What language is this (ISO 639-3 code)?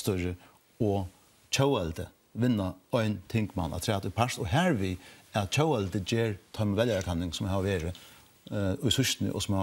fao